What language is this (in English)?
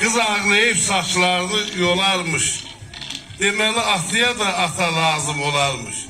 South Azerbaijani